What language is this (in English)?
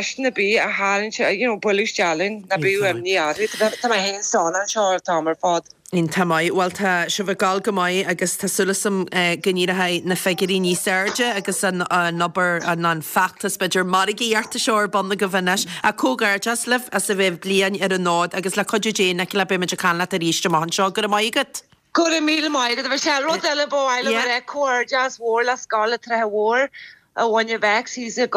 Irish